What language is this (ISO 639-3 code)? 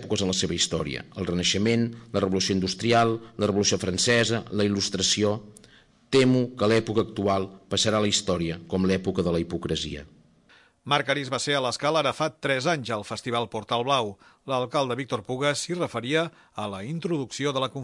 cat